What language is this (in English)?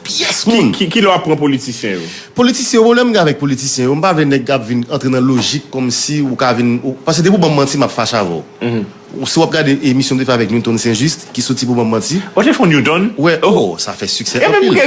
Haitian Creole